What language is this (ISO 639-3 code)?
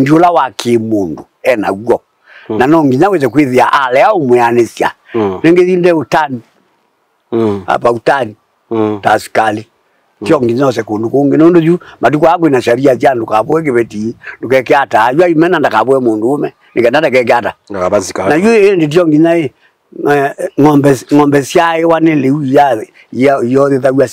kam